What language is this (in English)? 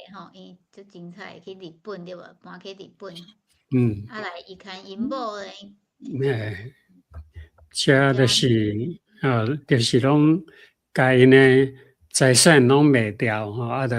Min Nan Chinese